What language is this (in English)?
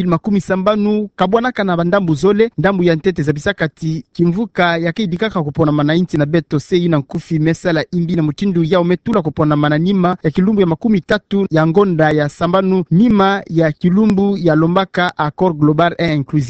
Kituba (Democratic Republic of Congo)